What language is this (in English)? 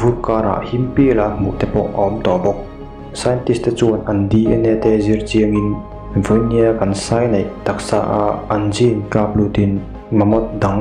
Mizo